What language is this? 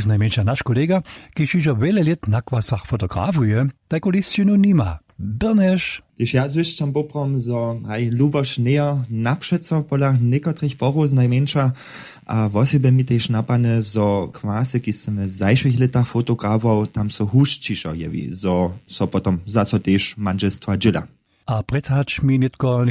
Upper Sorbian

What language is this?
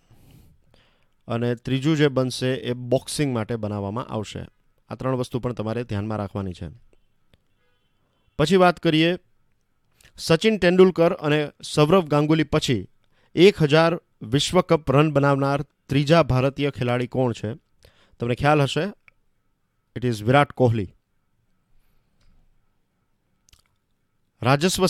Gujarati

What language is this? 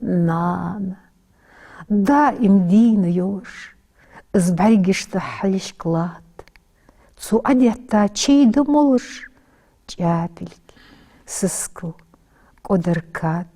Ingush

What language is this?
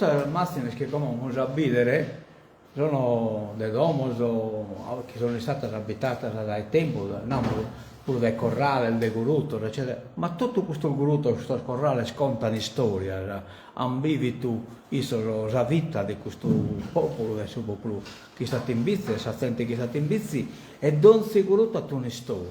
Sardinian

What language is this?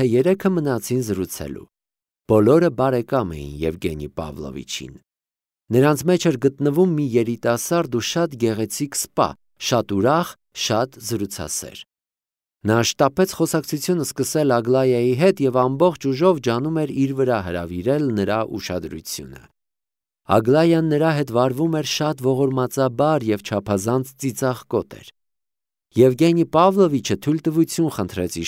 Armenian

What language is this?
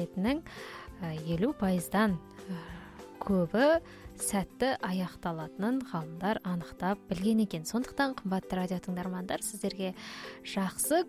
Kazakh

